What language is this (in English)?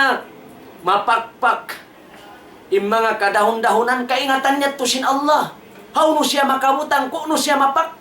Tausug